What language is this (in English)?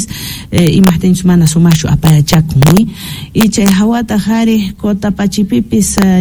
South Bolivian Quechua